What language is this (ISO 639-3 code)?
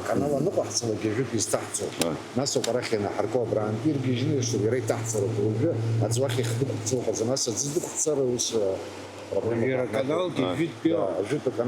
abk